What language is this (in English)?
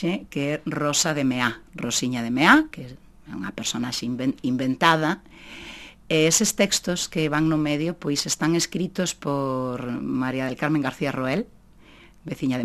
Galician